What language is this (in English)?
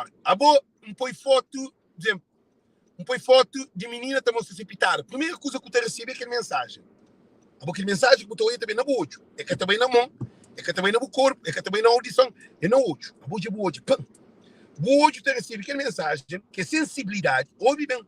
Kabuverdianu